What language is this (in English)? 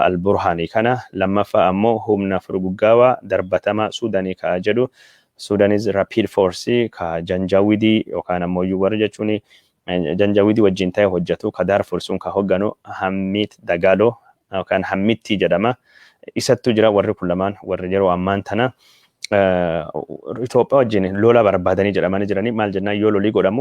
Oromo